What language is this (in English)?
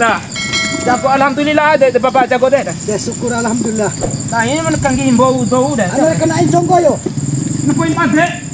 Bima